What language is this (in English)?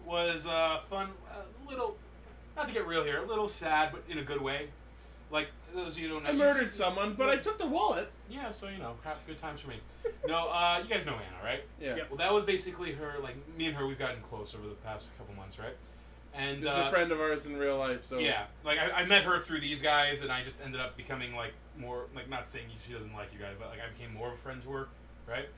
English